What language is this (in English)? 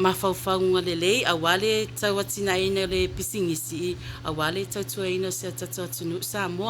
Samoan